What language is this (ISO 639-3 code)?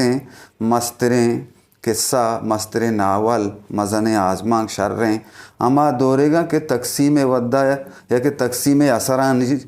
bgp